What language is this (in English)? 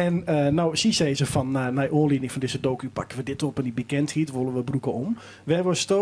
Western Frisian